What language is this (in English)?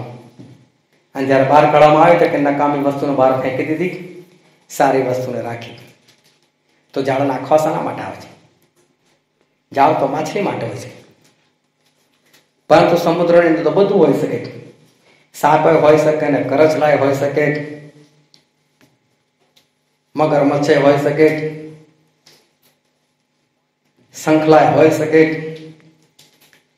Gujarati